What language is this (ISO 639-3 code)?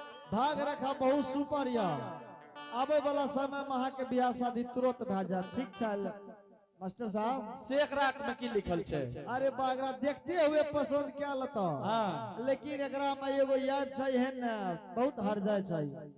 anp